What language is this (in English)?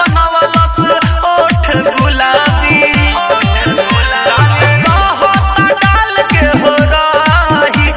Bhojpuri